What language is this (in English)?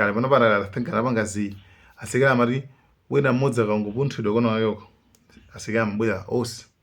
Nyanja